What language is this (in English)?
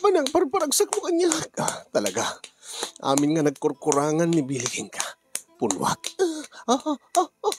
Iloko